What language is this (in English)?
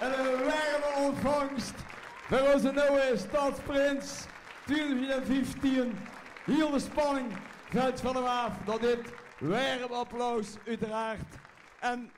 Limburgish